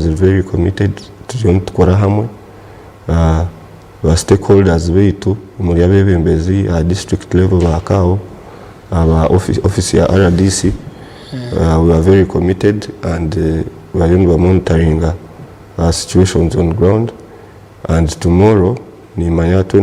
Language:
Nyankole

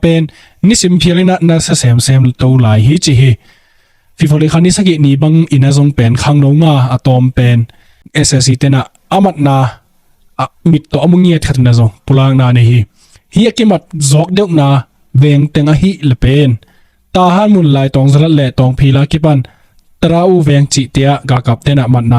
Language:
Tedim Chin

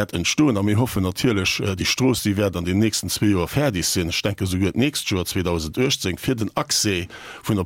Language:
Luxembourgish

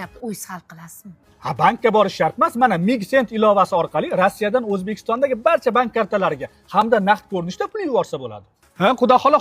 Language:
Uzbek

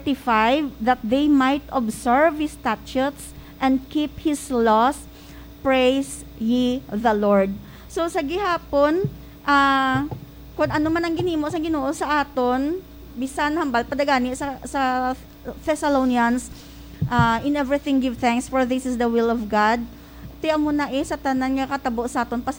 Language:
Hiligaynon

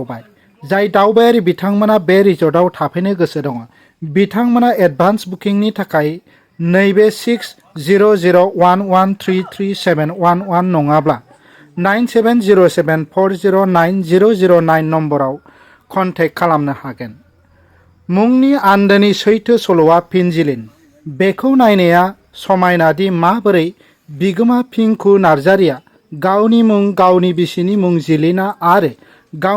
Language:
Bodo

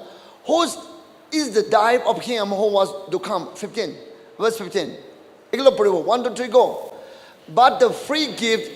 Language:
Naga Pidgin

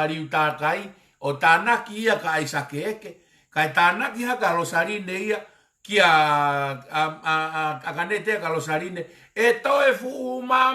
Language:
Tongan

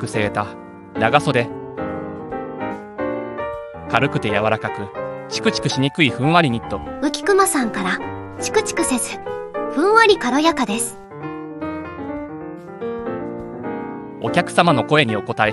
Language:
Japanese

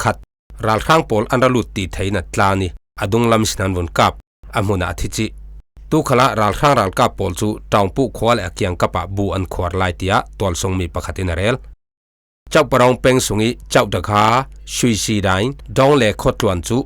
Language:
Falam Chin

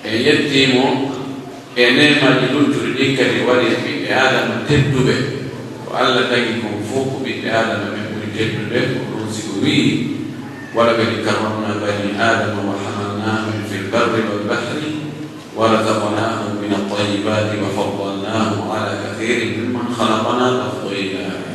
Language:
Pular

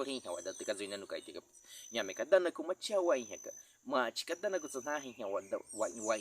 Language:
Baniwa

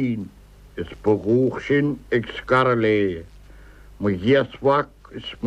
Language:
Irish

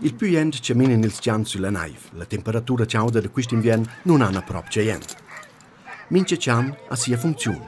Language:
Romansh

